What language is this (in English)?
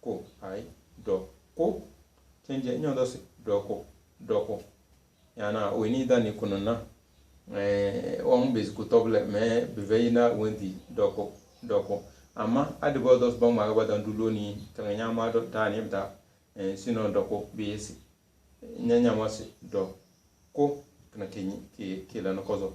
Tem